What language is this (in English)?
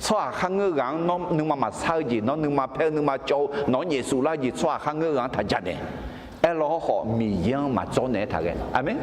Akha